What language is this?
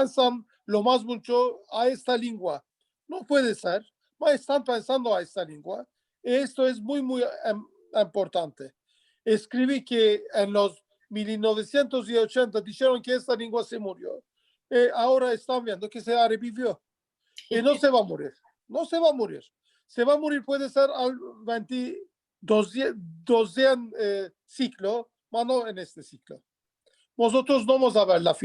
Ladino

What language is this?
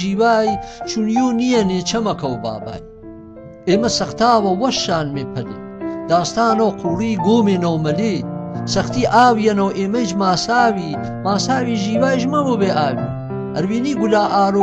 Gurani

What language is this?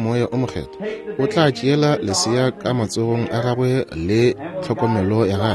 Northern Sotho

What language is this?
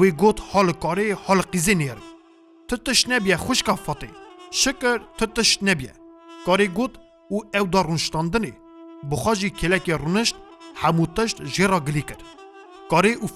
Kurdish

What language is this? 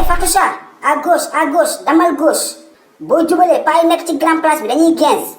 Wolof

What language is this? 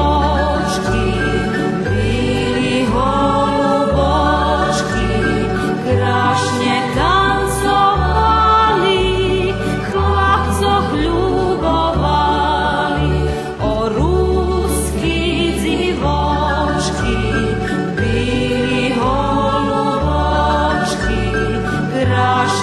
Rusyn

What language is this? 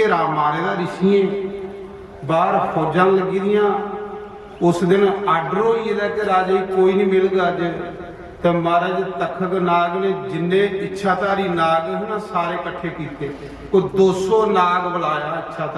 Dogri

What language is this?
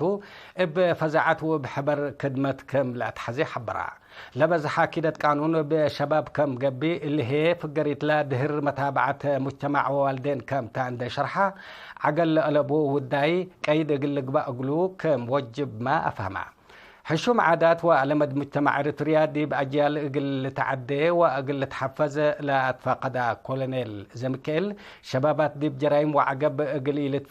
Tigre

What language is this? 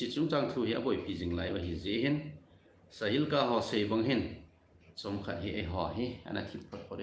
Thado Chin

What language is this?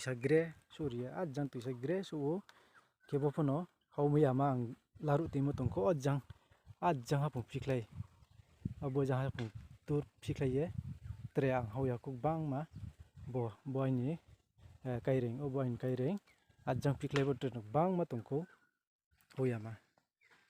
Riang (India)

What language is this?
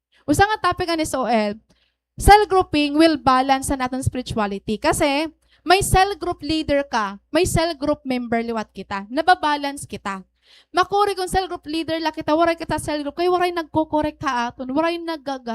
Waray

